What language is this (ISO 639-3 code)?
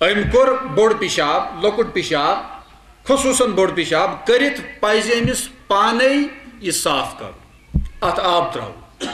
kas